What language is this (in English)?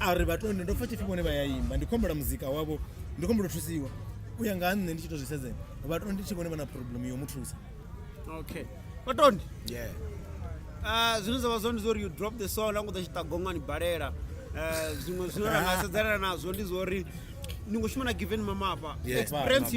Venda